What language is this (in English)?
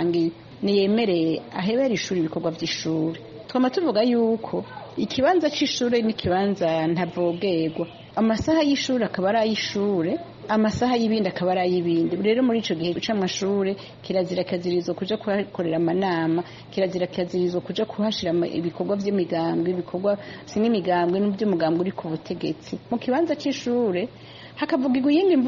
Rundi